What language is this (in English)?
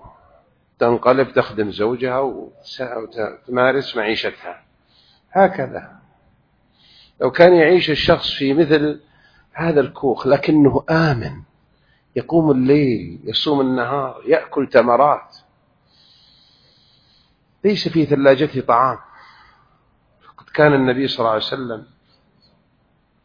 Arabic